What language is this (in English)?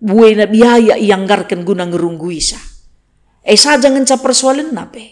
Batak Karo